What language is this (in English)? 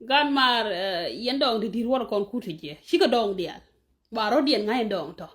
Nuer